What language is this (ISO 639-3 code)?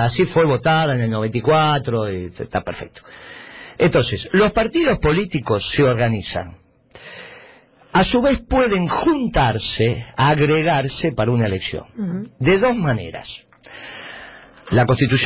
spa